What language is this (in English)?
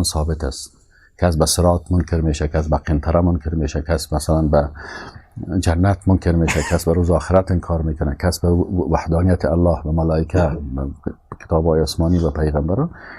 Persian